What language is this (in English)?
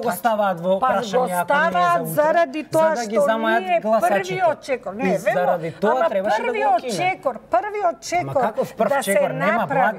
Macedonian